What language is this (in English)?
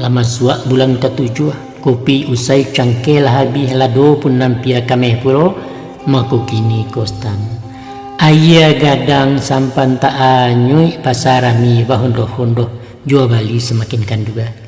Minangkabau